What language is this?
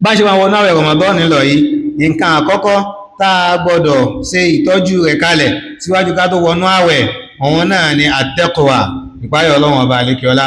Yoruba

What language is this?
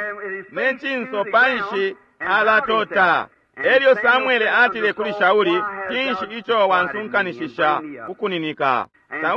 Bemba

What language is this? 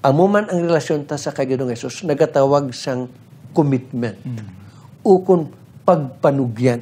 Hiligaynon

